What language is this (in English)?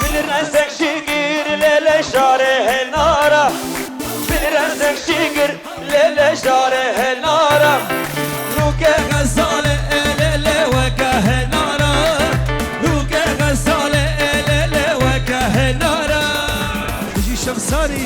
Kurdish